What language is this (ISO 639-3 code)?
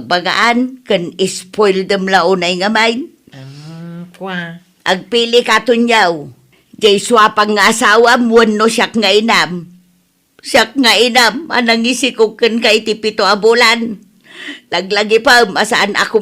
ilo